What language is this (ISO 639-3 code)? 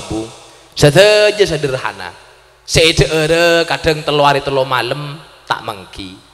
mad